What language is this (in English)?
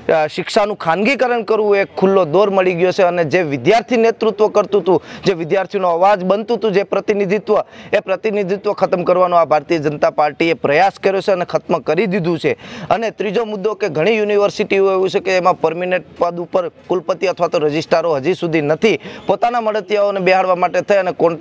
Gujarati